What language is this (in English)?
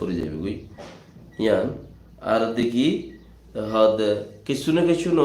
Rohingya